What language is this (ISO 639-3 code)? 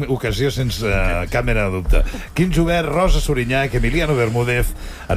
cat